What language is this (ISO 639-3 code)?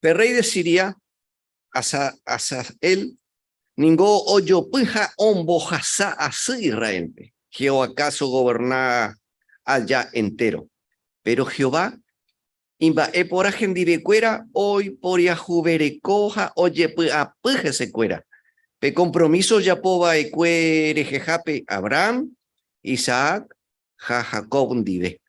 grn